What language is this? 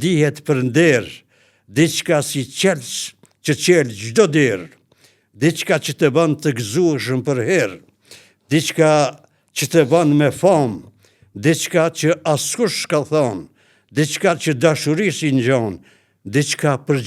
Albanian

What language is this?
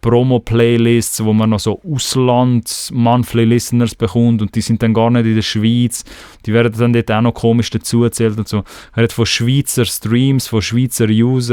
Swiss German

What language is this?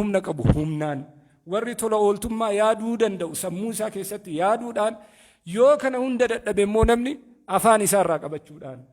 Oromo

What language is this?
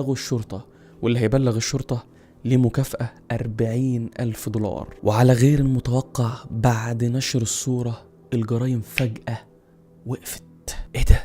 Egyptian Arabic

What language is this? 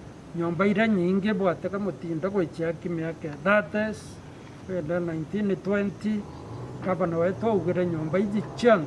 Meru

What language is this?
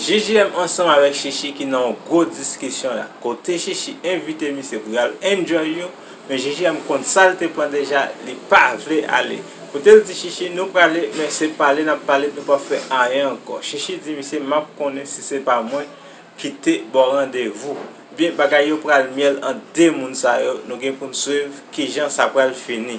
Haitian Creole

